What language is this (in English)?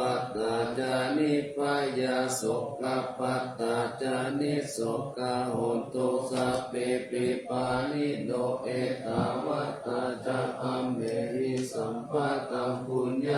Pali